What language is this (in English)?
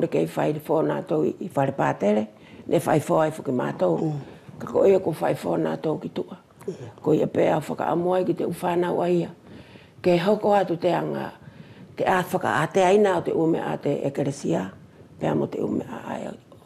Wallisian